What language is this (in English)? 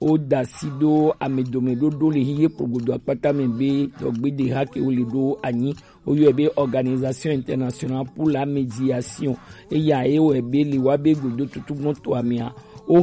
Gen